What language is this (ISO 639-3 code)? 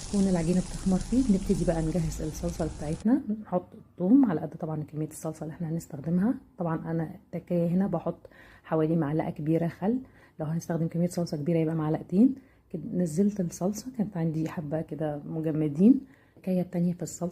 arz